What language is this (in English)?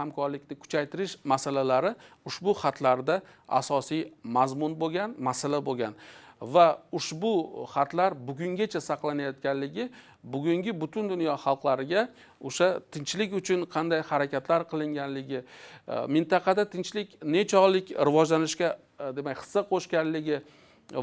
Uzbek